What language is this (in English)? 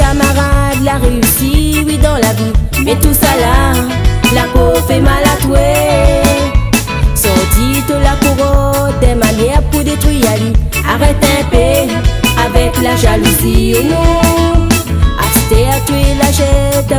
Réunion Creole French